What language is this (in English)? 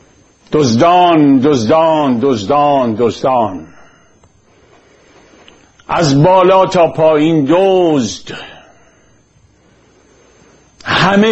Persian